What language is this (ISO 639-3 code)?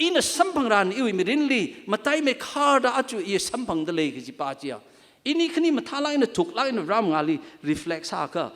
nmf